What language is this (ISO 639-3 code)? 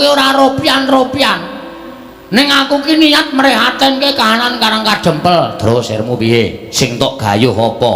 jav